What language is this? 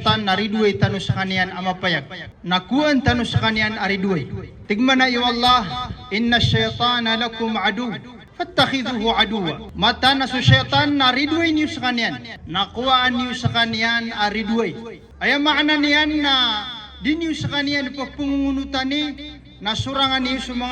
Maranao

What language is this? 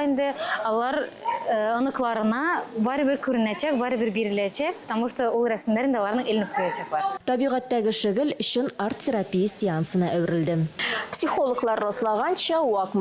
Tatar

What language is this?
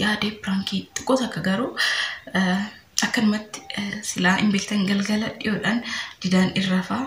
Oromo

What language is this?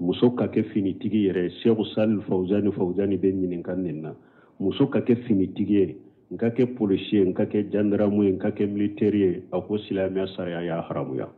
Bambara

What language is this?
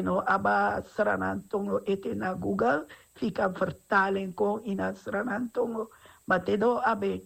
Sranan Tongo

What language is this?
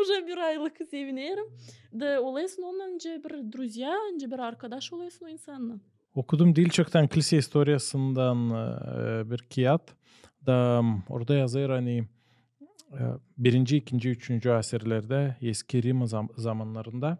Gagauz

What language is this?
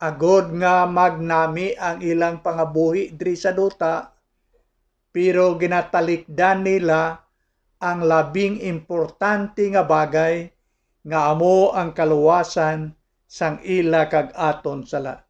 Hiligaynon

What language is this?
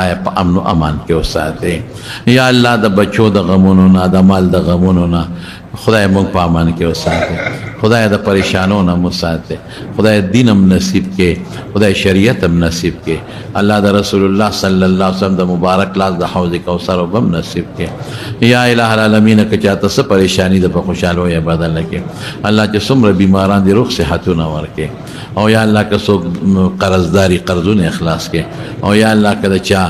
Pashto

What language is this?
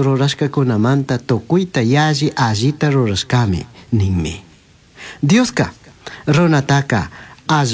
Chimborazo Highland Quichua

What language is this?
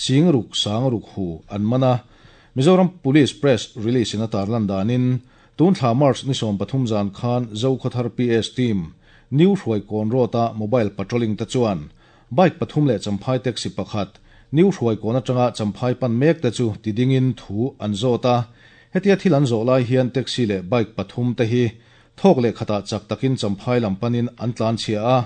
Mizo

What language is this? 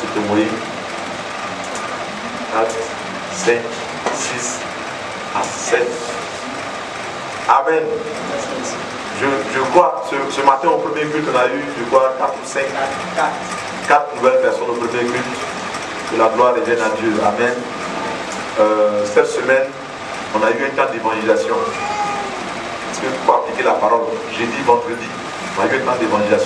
French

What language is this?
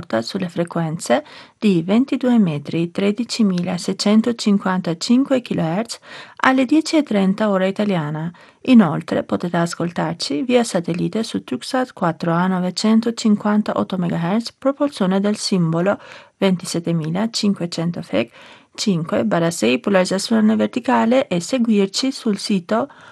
Italian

